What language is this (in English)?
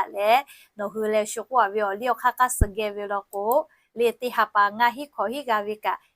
Lahu